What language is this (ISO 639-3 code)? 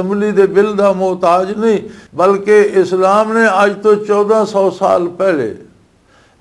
lah